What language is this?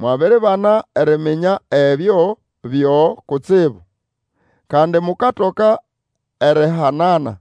Nande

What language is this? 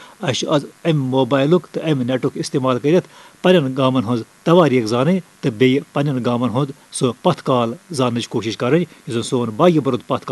Kashmiri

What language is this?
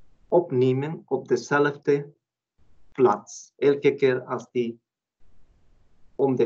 Dutch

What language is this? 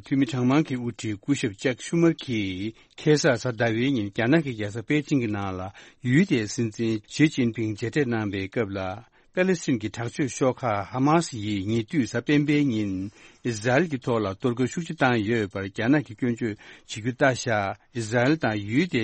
Tibetan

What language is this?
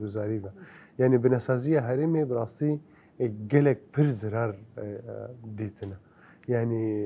Kurdish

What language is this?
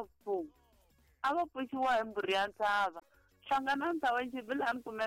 Tsonga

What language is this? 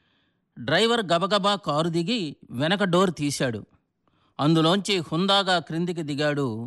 Telugu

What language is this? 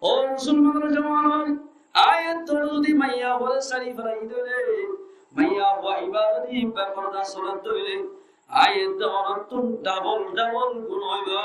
Rohingya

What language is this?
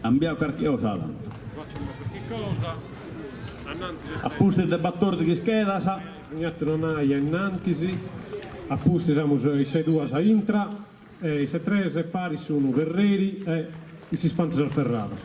Sardinian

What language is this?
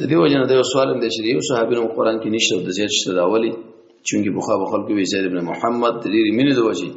Pashto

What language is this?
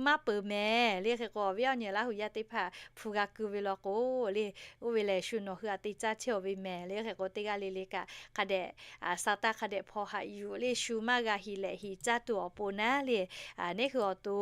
Lahu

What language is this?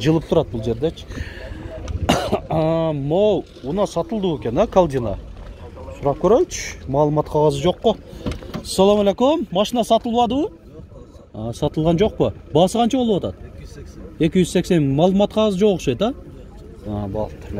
Kyrgyz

